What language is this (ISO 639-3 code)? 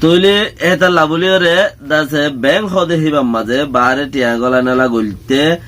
rhg